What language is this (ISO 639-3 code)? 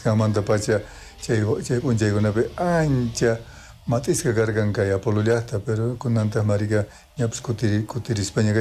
quh